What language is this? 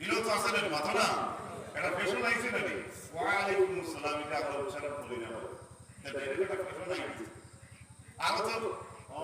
Sylheti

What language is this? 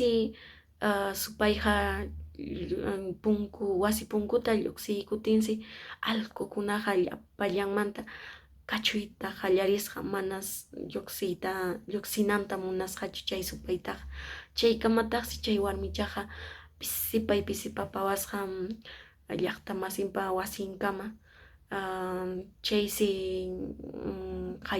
Quechua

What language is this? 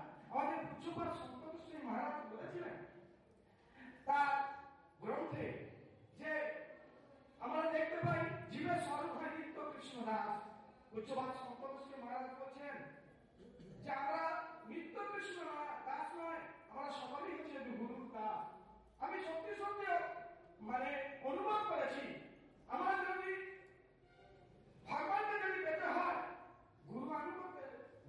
Bangla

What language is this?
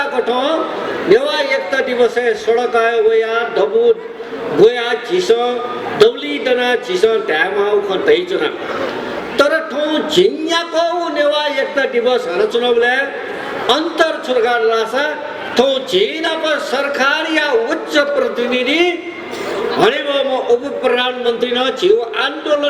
Newari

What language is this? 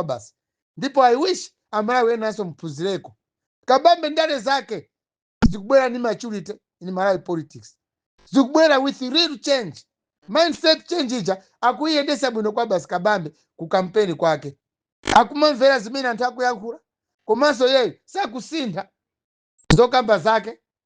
Nyanja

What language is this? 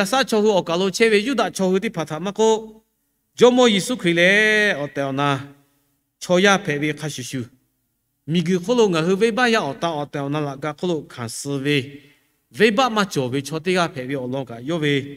Lahu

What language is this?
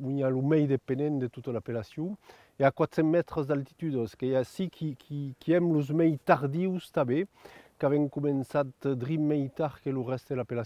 Occitan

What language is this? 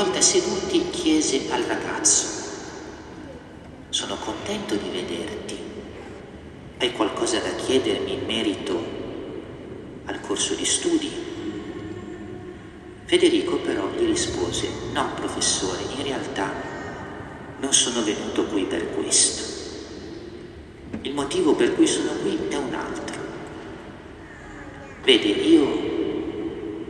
Italian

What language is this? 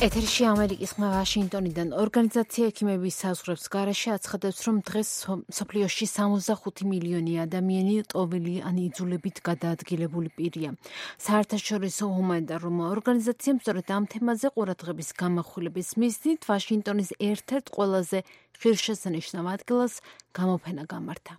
Georgian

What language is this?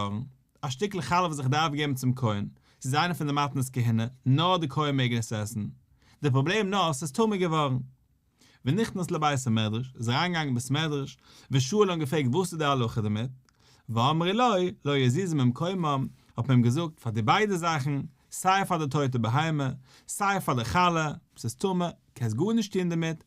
Yiddish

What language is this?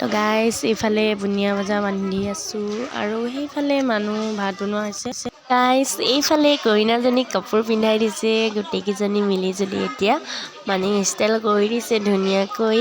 Assamese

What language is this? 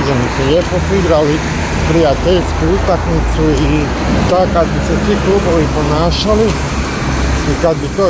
Croatian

